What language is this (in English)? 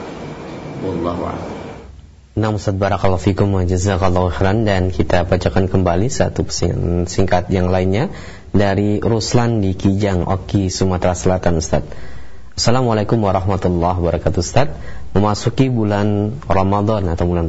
Indonesian